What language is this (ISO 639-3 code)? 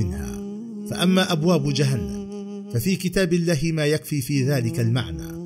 ara